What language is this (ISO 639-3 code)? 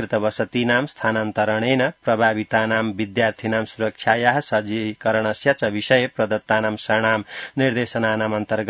san